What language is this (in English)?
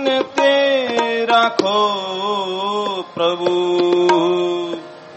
Punjabi